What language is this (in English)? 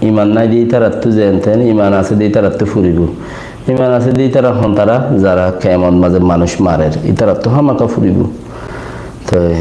Rohingya